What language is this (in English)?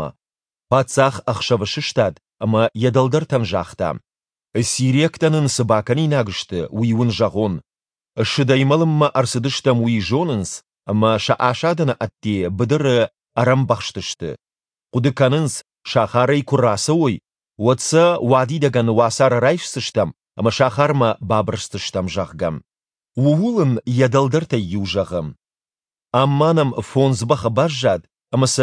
Ossetic